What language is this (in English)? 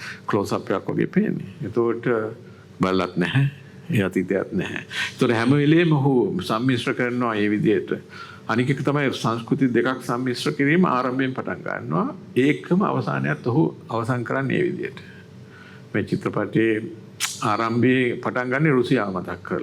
Sinhala